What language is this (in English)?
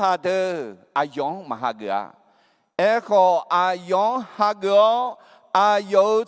Akha